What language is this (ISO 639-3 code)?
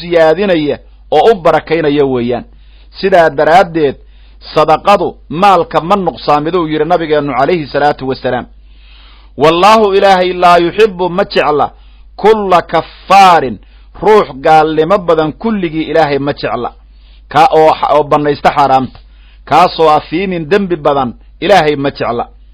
som